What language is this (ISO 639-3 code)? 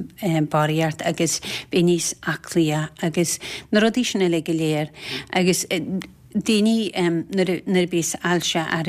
gle